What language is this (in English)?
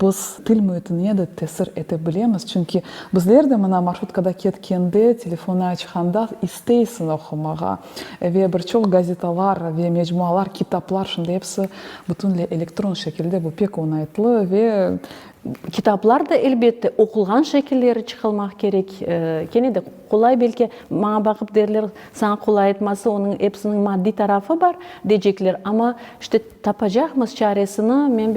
Crimean Tatar